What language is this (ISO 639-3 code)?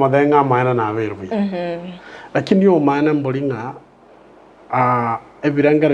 guz